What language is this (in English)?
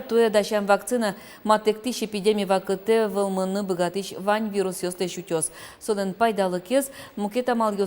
Udmurt